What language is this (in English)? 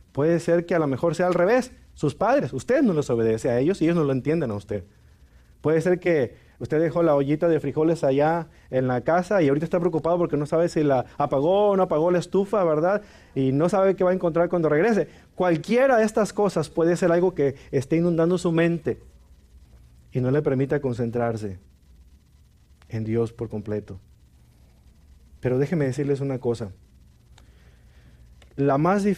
Spanish